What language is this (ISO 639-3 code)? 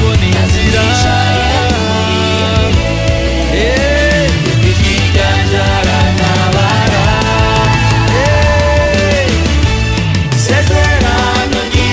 kin